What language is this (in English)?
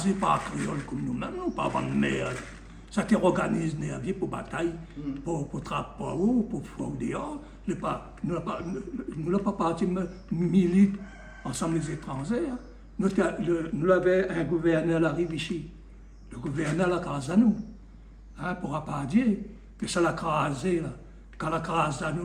Réunion Creole French